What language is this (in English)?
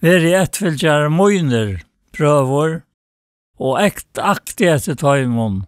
Faroese